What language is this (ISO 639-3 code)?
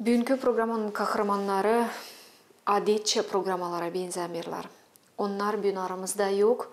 gag